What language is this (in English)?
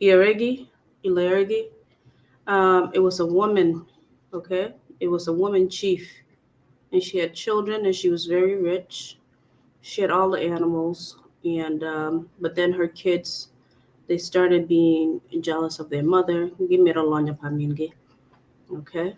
Acoli